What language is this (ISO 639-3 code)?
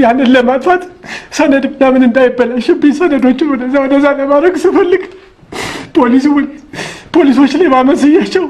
amh